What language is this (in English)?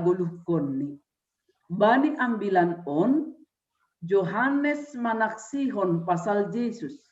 Batak Simalungun